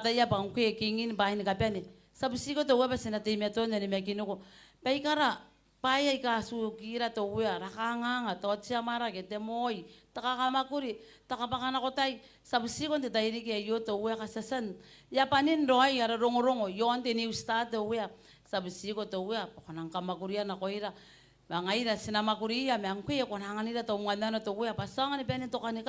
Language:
Gilbertese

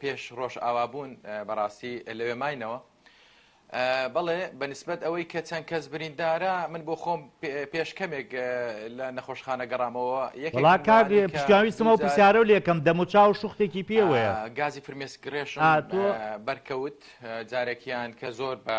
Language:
Central Kurdish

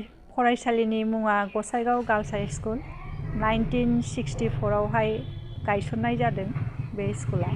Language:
Bodo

